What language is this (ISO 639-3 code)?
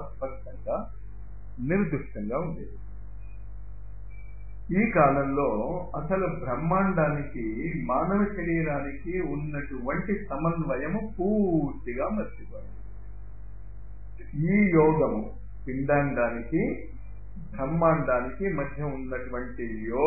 tel